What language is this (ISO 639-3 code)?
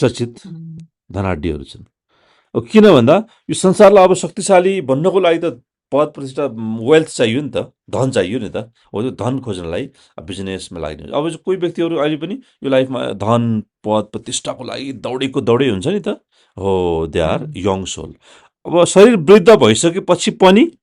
nep